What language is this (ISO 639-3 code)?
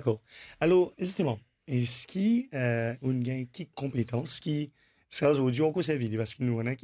mfe